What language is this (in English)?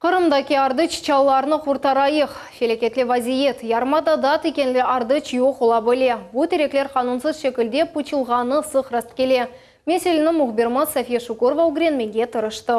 Crimean Tatar